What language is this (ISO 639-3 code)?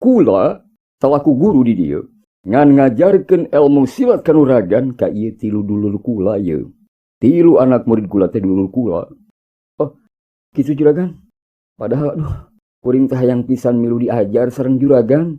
sun